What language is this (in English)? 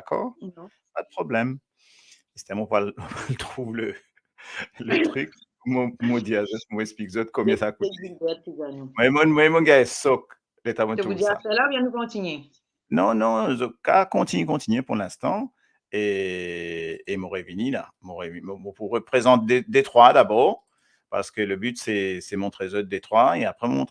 Morisyen